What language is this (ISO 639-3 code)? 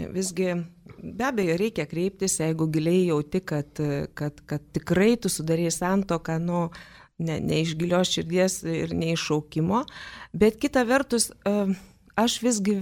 lit